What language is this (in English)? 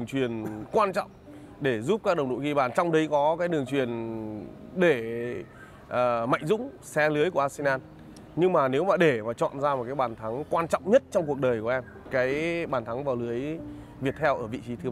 Vietnamese